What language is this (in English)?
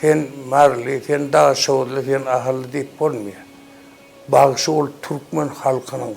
Turkmen